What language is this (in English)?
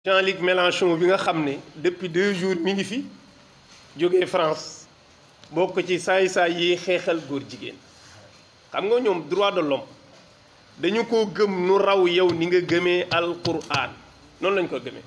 Wolof